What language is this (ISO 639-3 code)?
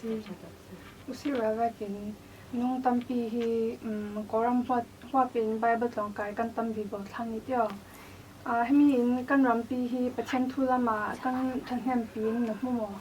cfm